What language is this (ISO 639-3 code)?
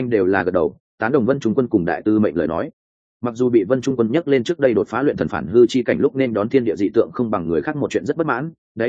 vie